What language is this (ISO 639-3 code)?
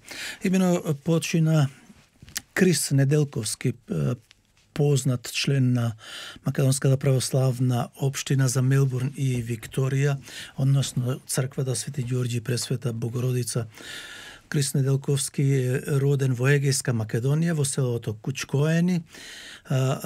mkd